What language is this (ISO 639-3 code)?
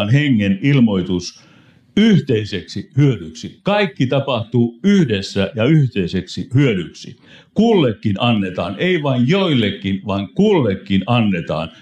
fin